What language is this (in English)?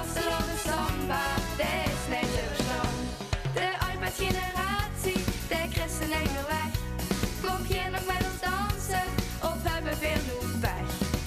Limburgish